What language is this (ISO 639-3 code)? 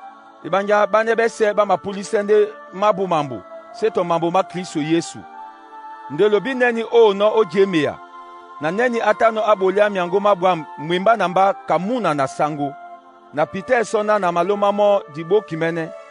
dua